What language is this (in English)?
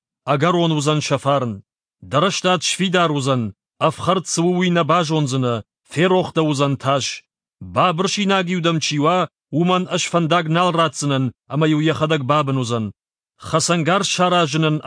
Ossetic